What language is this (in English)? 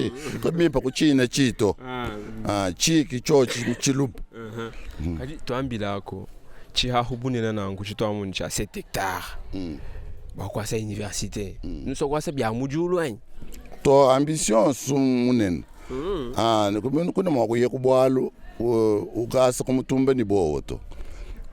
Luba-Lulua